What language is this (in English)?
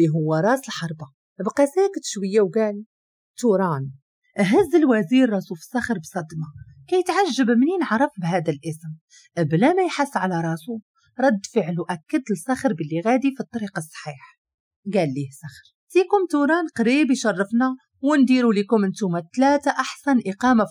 Moroccan Arabic